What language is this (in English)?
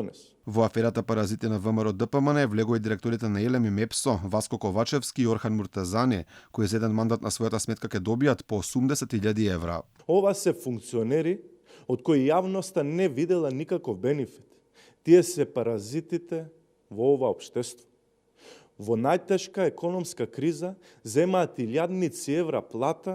Macedonian